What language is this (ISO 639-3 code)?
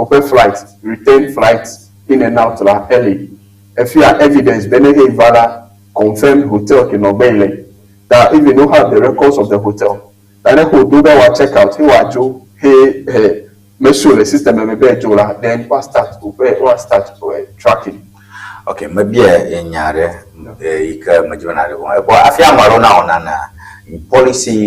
ewe